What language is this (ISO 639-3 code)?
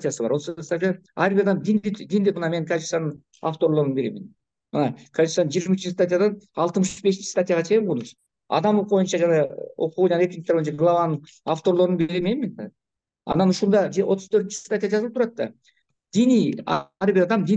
kir